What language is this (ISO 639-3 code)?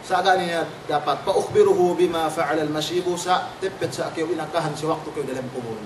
yka